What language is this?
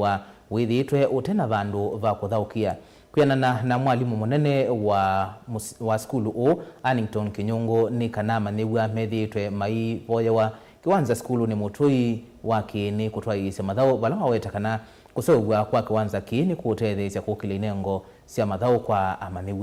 Kamba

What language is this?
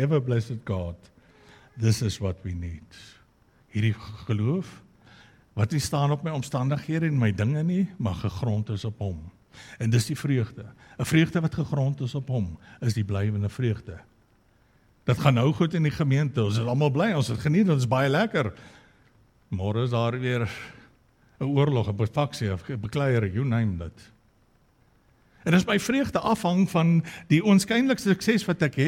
Afrikaans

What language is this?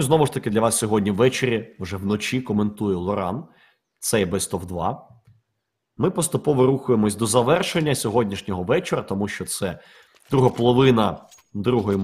Ukrainian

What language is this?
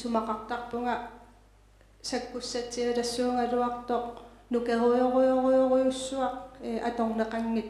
Kalaallisut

